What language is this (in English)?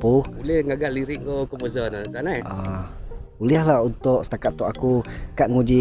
Iban